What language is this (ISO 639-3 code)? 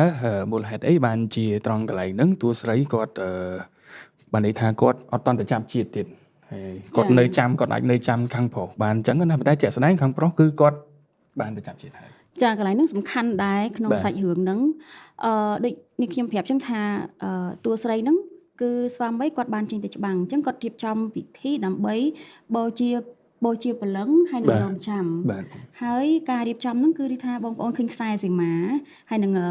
khm